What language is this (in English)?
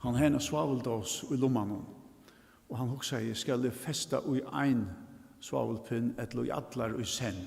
Faroese